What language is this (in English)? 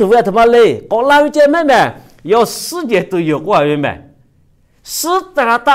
Lahu